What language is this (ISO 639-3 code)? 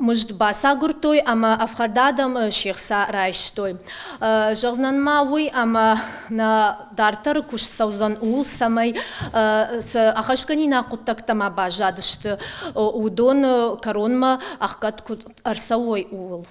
oss